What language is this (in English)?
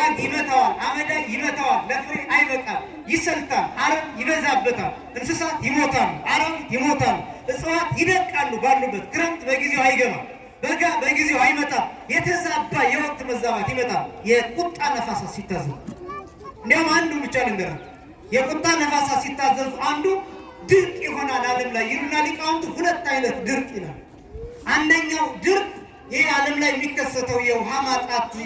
Amharic